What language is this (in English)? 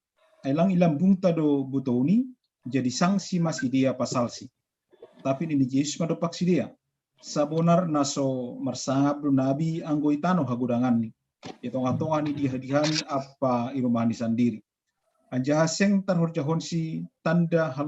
Batak Simalungun